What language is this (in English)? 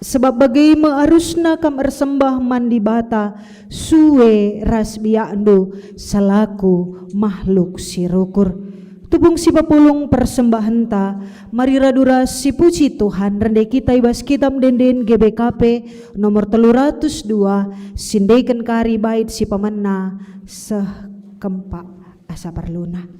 Batak Karo